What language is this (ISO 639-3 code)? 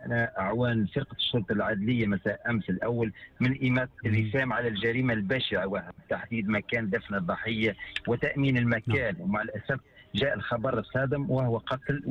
aeb